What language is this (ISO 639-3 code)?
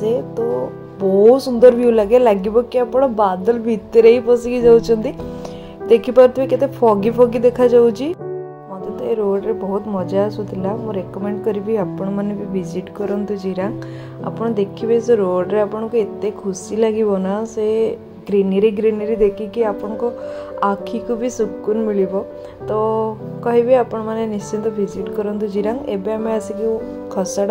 ori